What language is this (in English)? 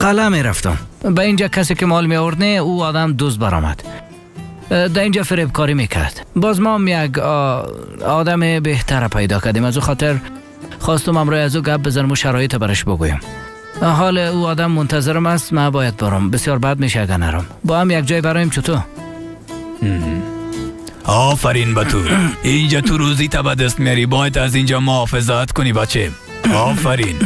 Persian